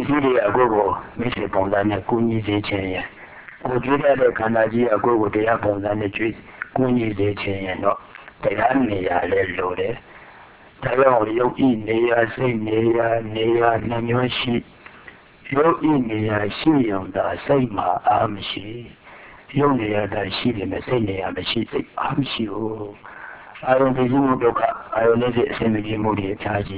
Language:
Burmese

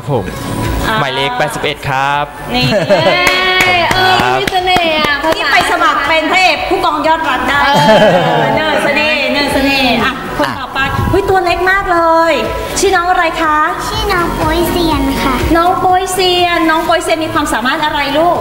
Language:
Thai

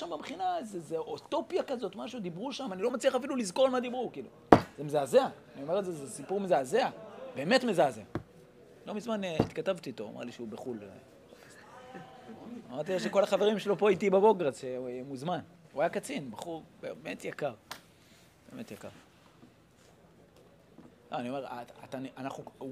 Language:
Hebrew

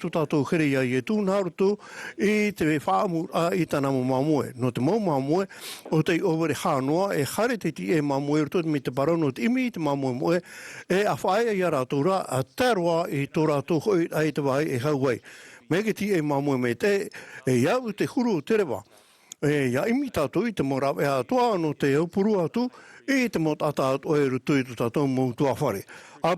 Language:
Tahitian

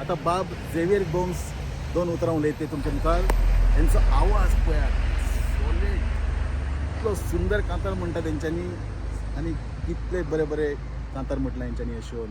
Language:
Konkani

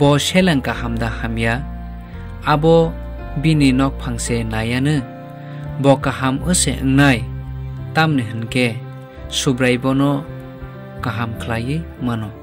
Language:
Kok Borok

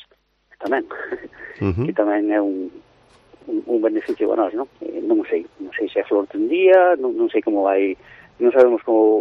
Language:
Galician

